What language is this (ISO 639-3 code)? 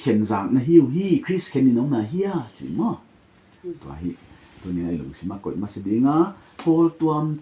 pck